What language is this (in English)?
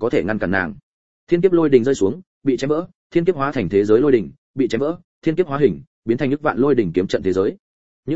Vietnamese